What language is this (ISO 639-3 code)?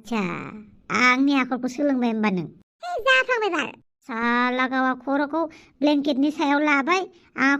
brx